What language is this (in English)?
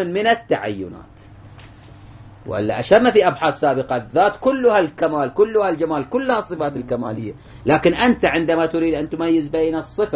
Arabic